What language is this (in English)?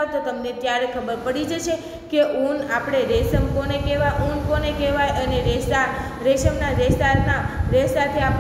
Gujarati